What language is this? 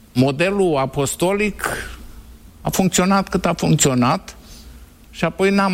Romanian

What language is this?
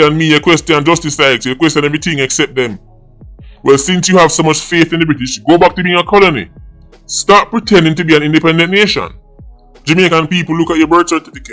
Jamaican Creole English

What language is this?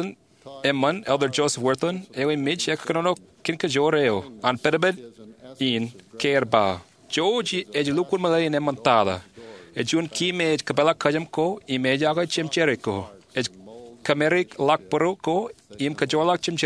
Marshallese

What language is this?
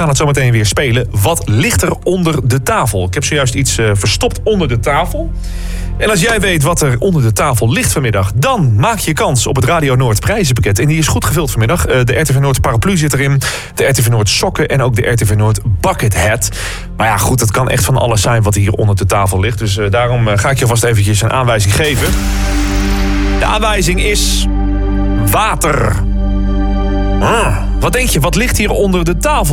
Dutch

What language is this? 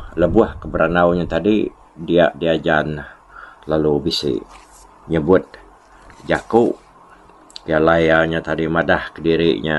Iban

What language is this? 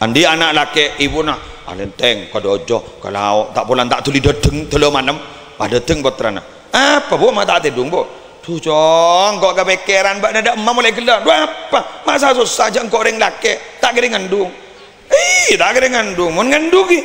Madurese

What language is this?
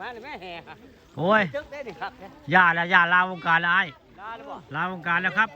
Northeastern Thai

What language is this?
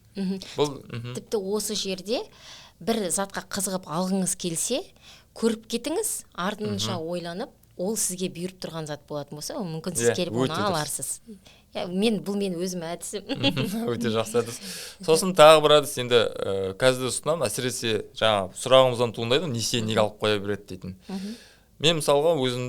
Kazakh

